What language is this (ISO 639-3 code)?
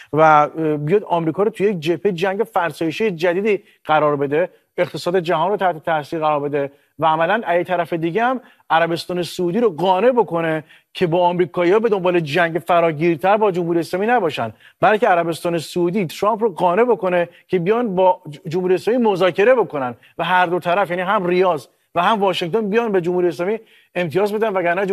fas